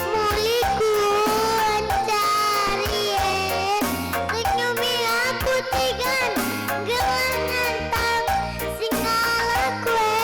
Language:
Batak Karo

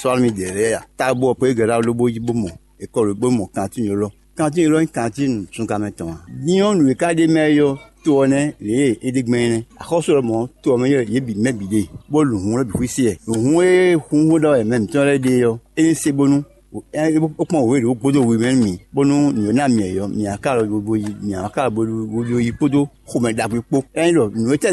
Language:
Fon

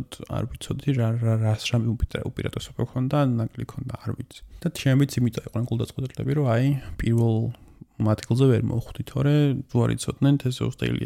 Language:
Georgian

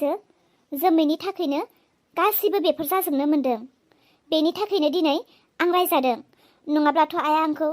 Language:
Bodo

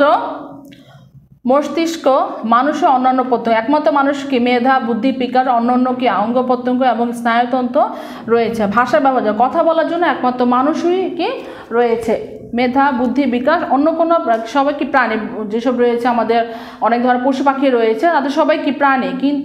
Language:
Bangla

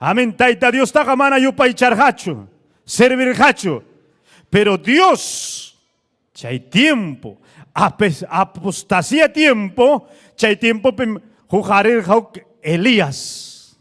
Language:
Ayacucho Quechua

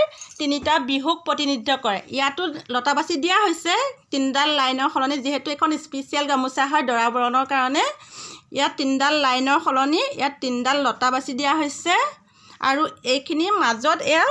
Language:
Assamese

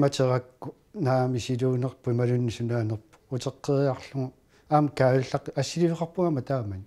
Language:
Kalaallisut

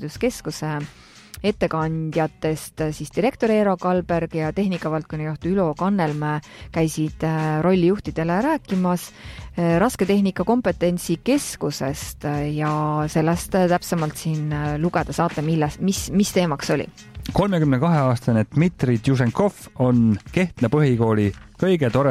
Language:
Estonian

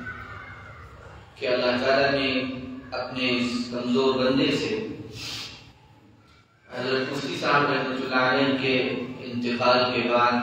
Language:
Urdu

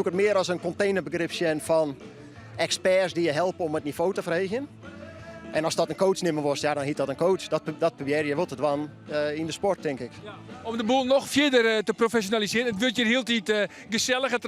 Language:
Western Frisian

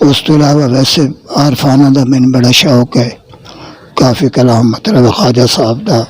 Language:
Western Panjabi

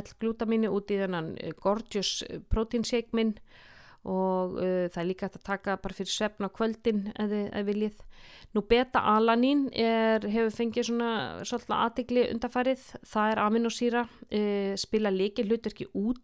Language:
Icelandic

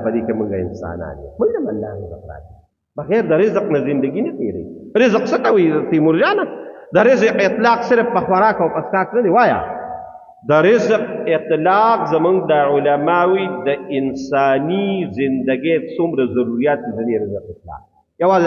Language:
Pashto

